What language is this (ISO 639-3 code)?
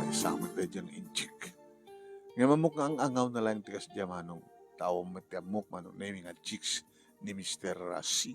ilo